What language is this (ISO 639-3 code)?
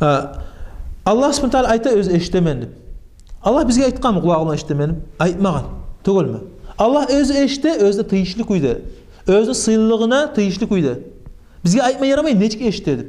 kum